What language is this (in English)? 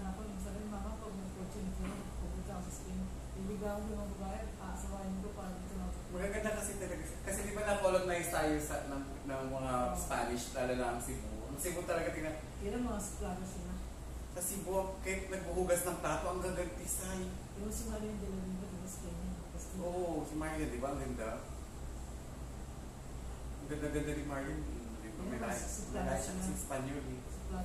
Filipino